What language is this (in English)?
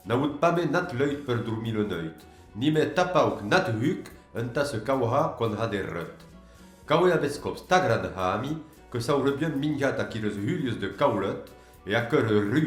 Occitan